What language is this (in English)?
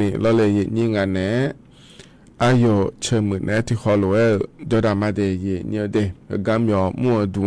Akha